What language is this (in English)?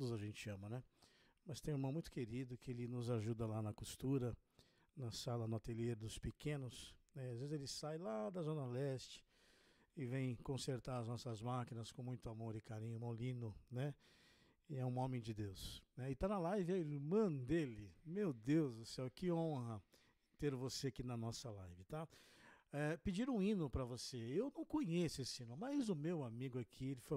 Portuguese